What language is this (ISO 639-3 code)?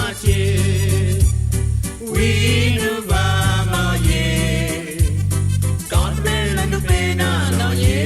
mfe